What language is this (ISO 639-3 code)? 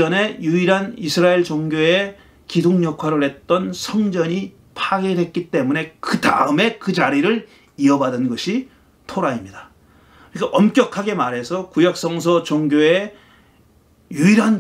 kor